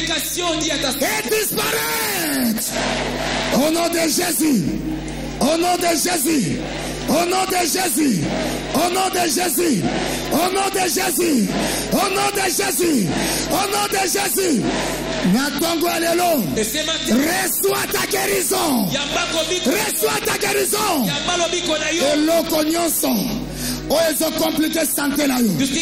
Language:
French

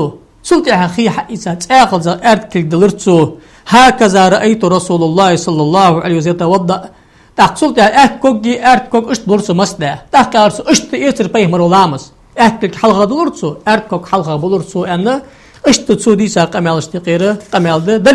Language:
Ingush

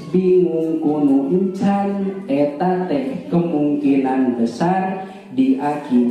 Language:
Sundanese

